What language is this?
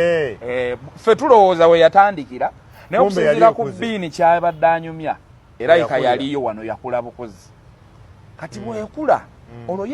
Ganda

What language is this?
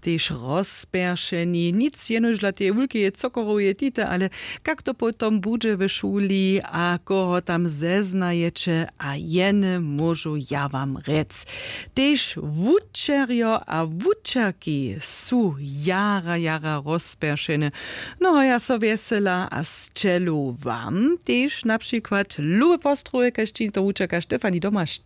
Upper Sorbian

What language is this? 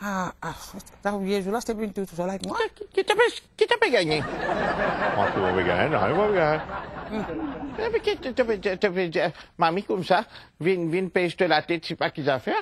Morisyen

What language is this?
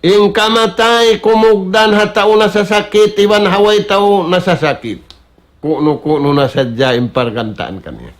Tausug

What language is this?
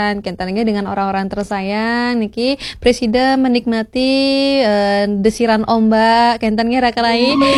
Balinese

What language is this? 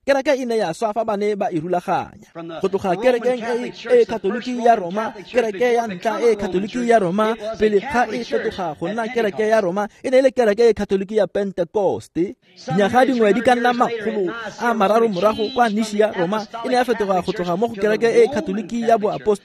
Tswana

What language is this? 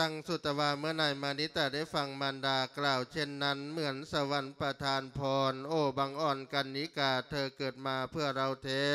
Lao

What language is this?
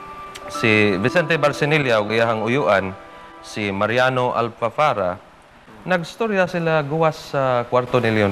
Cebuano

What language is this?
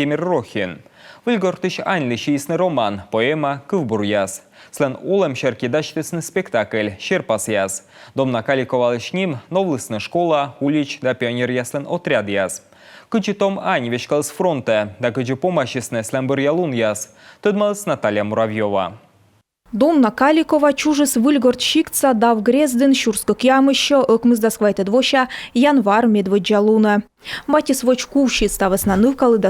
Komi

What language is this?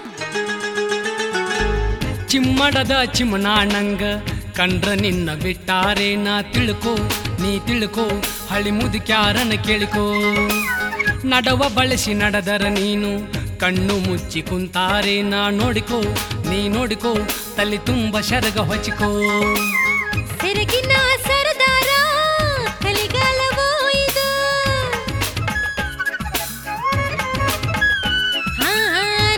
Kannada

